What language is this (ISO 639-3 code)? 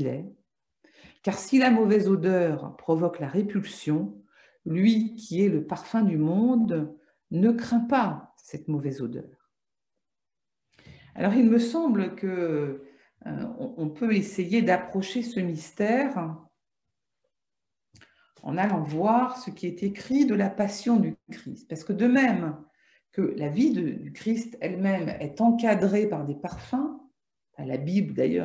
fra